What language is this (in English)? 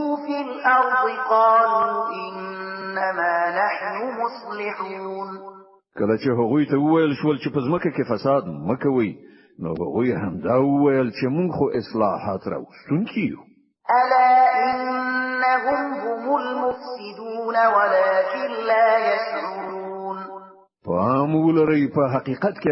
Pashto